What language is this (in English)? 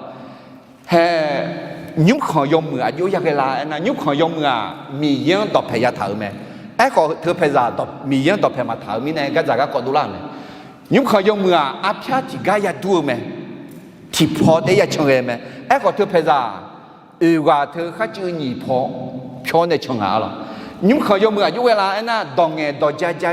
Akha